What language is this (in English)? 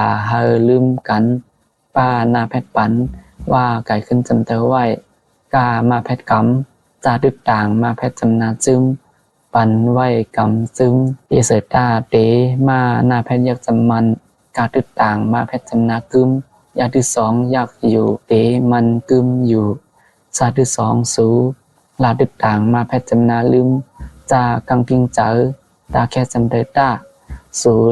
Shan